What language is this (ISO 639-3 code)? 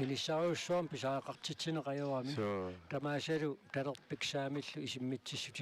kal